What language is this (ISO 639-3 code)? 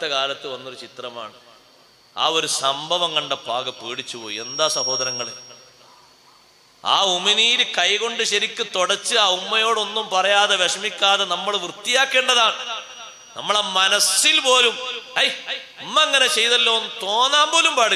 mal